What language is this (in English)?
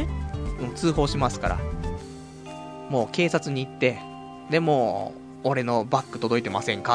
Japanese